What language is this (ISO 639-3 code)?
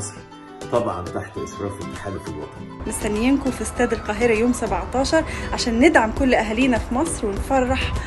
arz